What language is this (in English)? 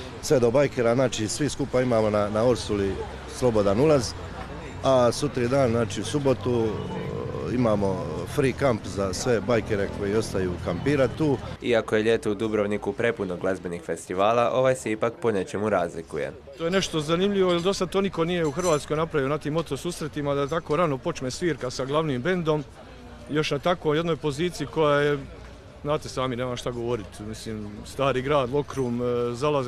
Croatian